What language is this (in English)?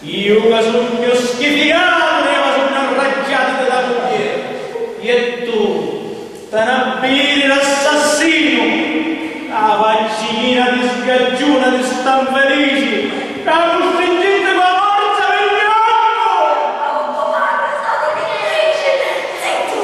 Sicilian